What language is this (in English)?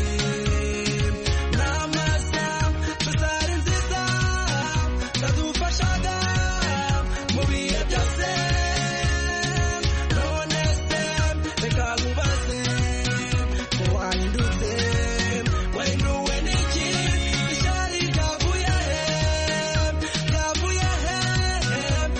Kinyarwanda